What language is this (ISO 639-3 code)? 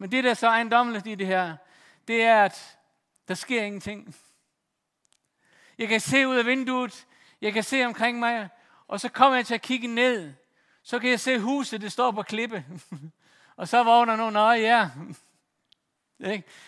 dan